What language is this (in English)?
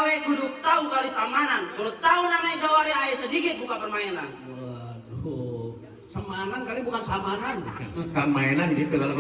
Betawi